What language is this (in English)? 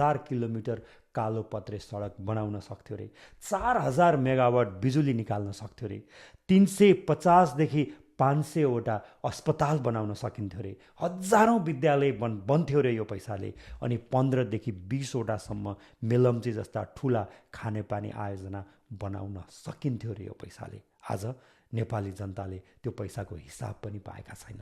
Nepali